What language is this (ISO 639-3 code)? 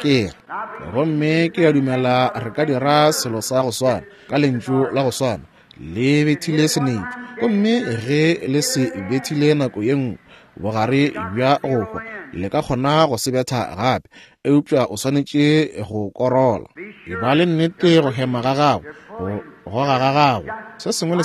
nso